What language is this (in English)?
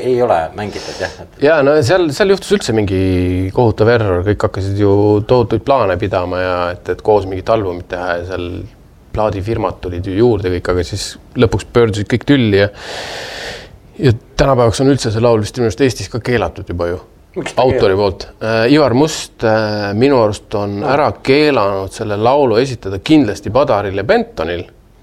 Estonian